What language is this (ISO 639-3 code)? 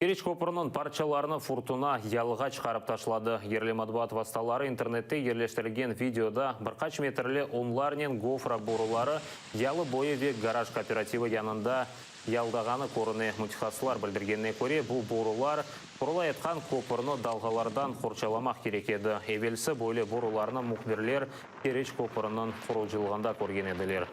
crh